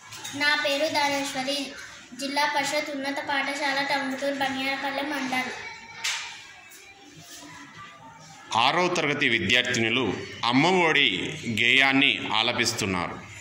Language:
Telugu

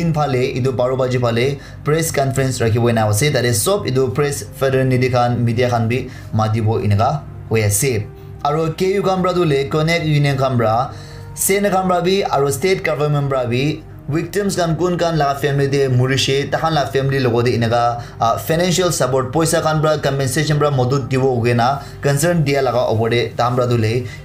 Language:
Naga Pidgin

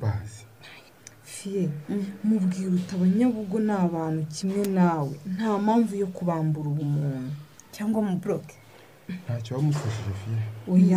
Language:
Kinyarwanda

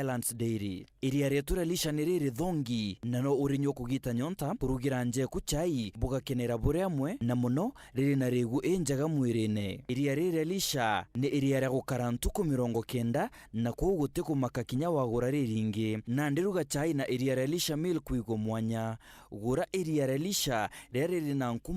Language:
Meru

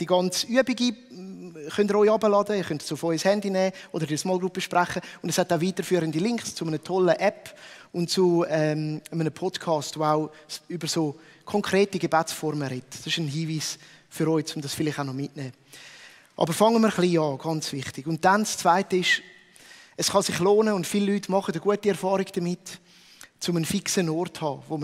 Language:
Swiss German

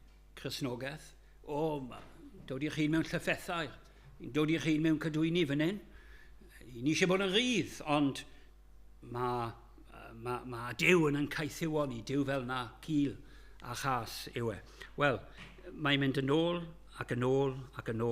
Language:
Welsh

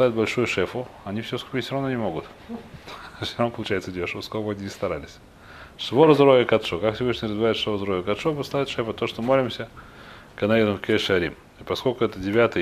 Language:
Russian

